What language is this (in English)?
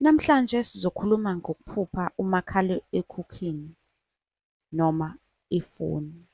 Zulu